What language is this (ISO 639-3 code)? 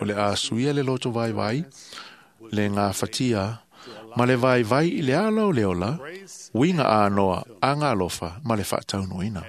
smo